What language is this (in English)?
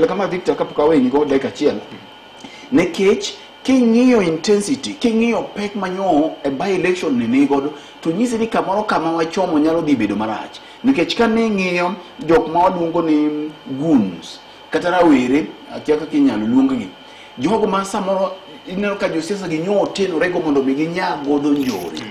Luo (Kenya and Tanzania)